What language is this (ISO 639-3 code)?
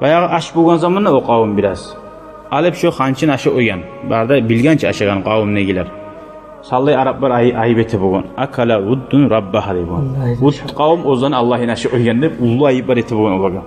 kum